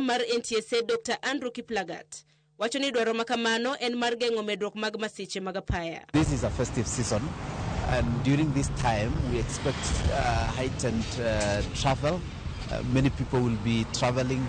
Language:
Luo (Kenya and Tanzania)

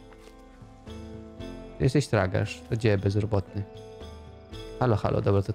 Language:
Polish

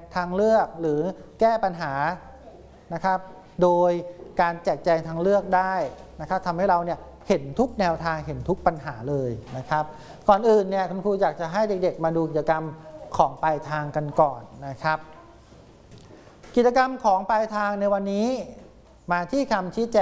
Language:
Thai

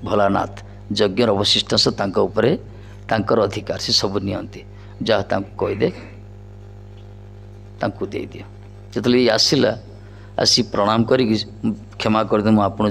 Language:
Odia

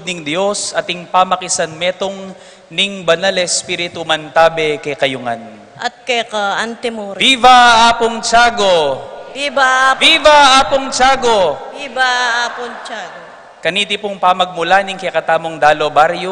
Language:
Pampanga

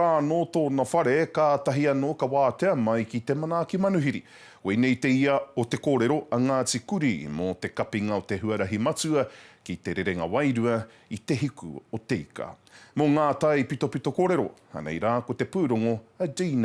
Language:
Māori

